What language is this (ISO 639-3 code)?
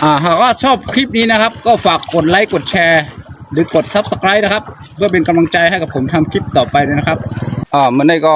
shn